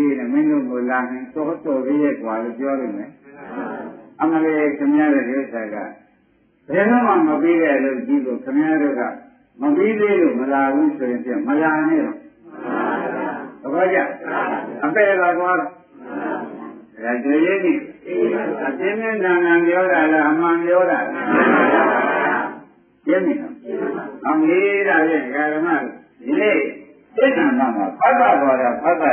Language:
Burmese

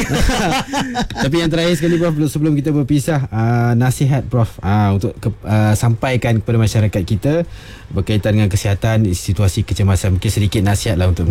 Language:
Malay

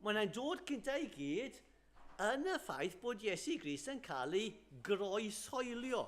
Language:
Welsh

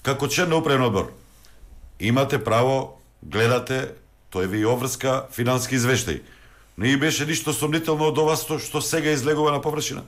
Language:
Macedonian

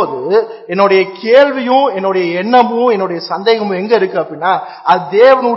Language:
Tamil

